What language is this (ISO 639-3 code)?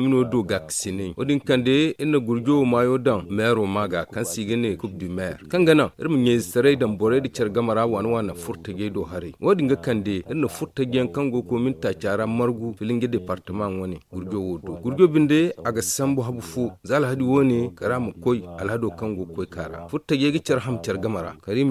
dje